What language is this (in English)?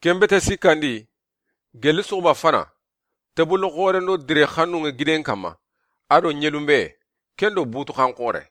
Soninke